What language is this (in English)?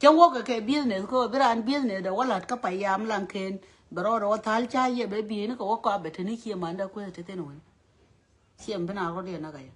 Nuer